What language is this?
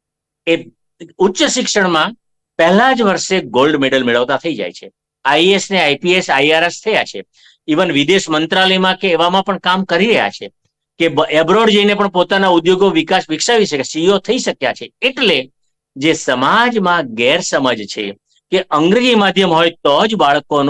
Gujarati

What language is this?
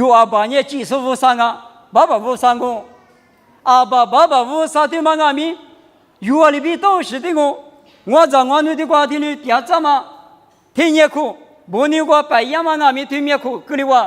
Lisu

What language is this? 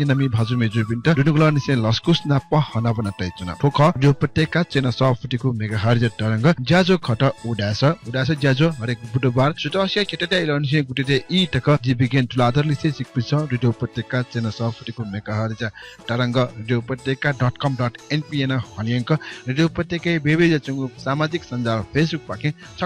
Newari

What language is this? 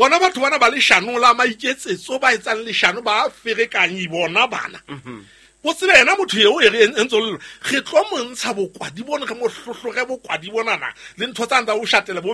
Southern Sotho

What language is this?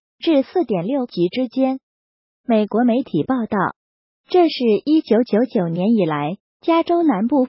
Chinese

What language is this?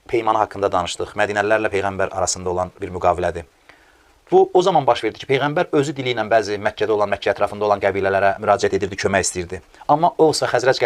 Azerbaijani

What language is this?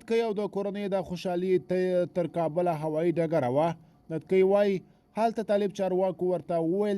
Pashto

